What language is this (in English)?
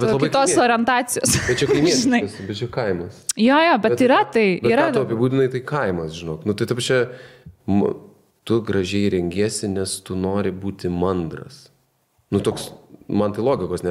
Lithuanian